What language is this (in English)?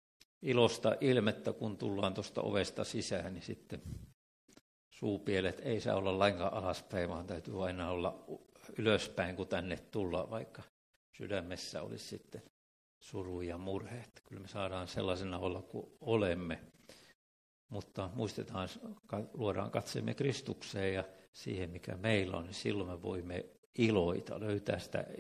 Finnish